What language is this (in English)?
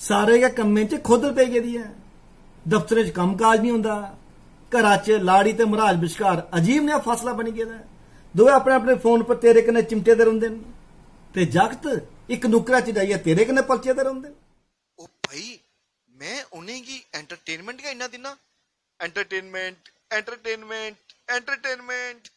Dogri